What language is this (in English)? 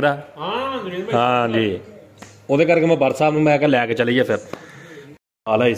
Punjabi